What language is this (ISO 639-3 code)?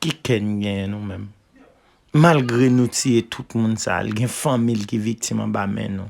hat